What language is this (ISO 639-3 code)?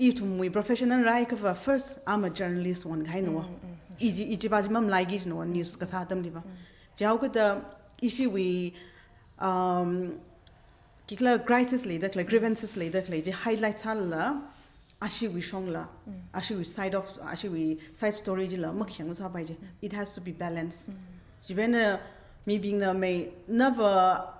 nmf